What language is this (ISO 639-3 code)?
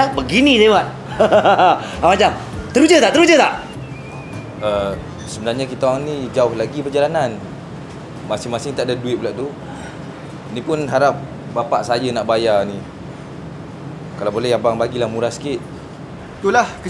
msa